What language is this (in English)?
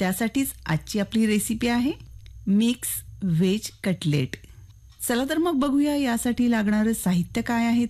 Marathi